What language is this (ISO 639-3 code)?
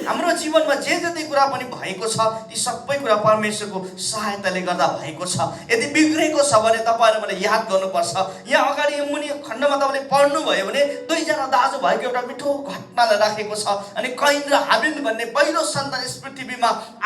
nep